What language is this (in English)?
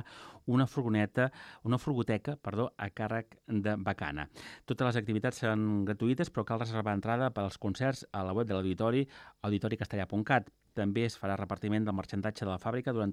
Catalan